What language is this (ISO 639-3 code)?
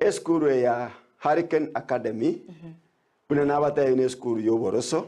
guz